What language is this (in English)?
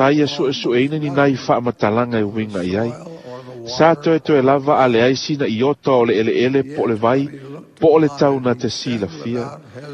Samoan